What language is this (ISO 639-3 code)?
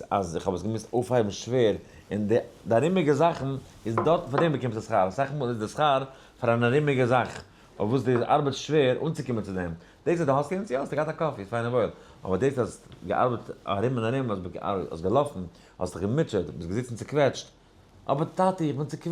yid